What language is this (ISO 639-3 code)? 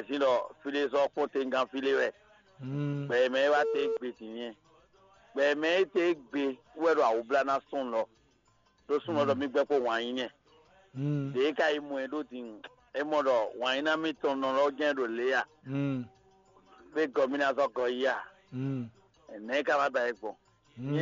fon